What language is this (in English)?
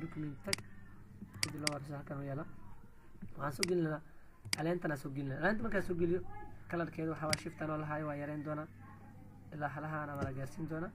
Somali